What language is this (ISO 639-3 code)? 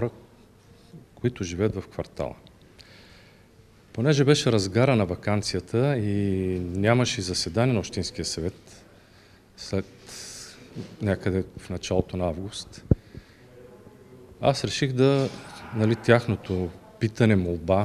bul